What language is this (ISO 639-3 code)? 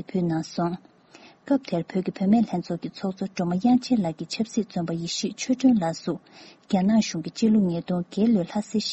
bod